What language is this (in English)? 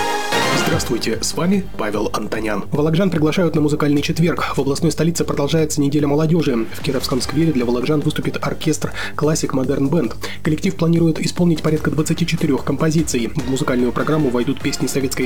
Russian